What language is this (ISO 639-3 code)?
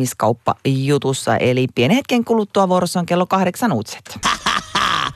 fin